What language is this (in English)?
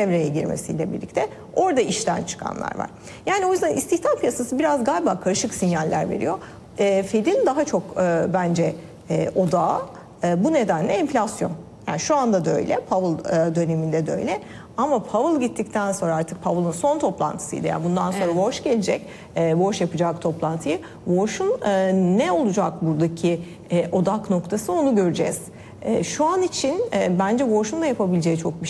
Turkish